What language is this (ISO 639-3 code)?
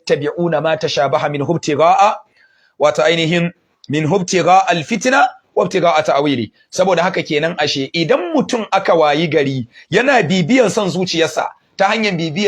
hau